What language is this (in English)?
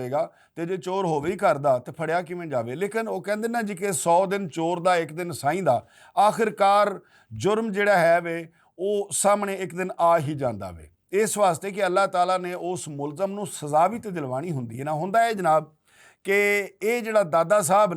Western Panjabi